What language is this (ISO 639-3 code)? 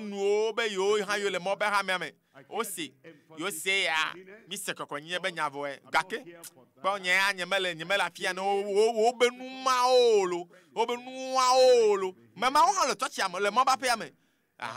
ewe